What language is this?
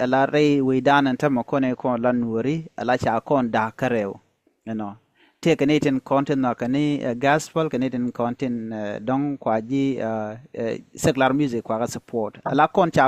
Nuer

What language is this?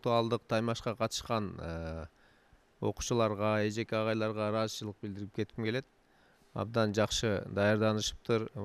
Kyrgyz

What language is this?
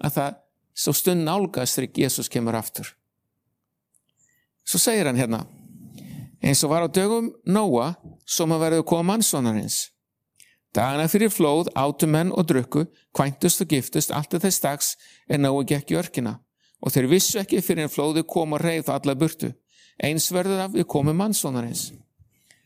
Icelandic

